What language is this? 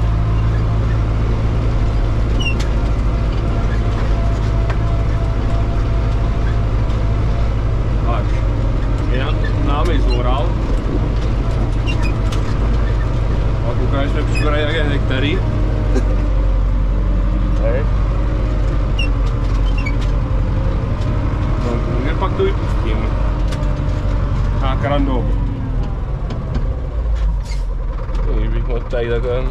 Czech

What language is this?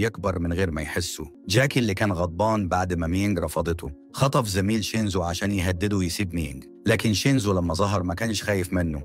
Egyptian Arabic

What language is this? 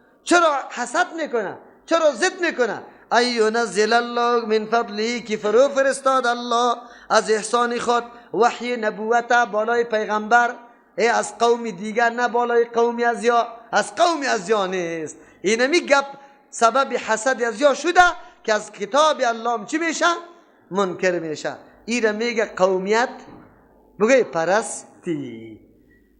Persian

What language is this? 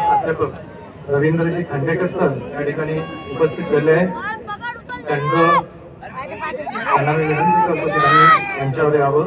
Marathi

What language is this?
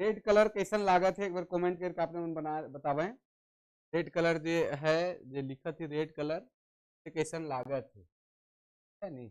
Sadri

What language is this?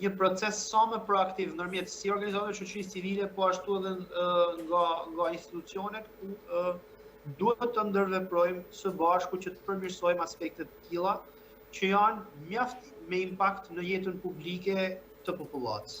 Albanian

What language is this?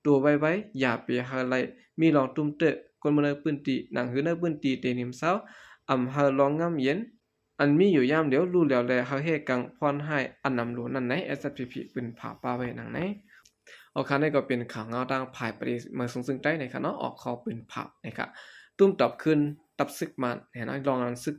Shan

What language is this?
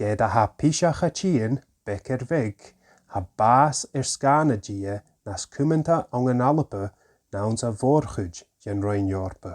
Scottish Gaelic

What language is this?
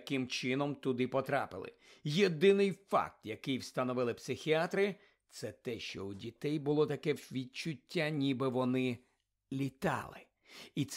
Ukrainian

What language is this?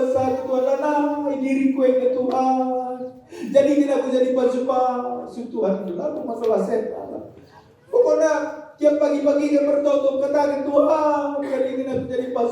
Batak Karo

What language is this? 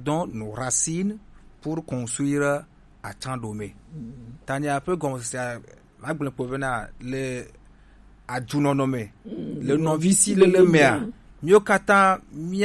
Gen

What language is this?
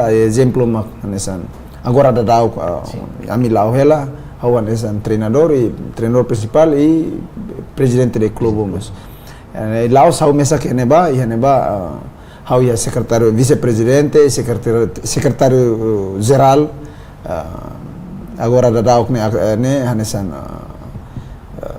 Tetum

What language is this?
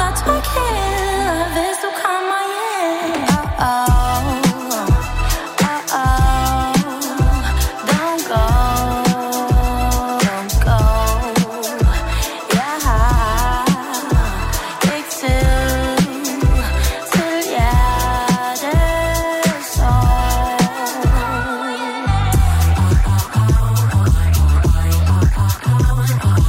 Danish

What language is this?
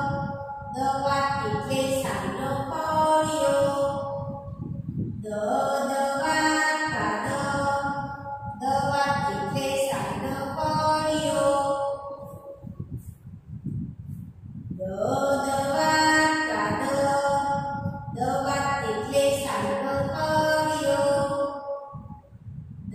Gujarati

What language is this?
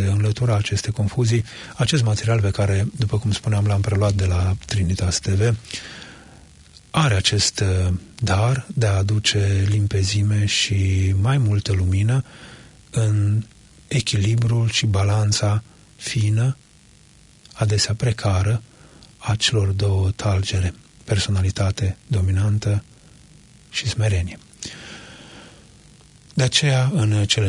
Romanian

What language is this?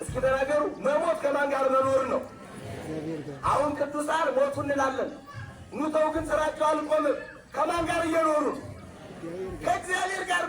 Amharic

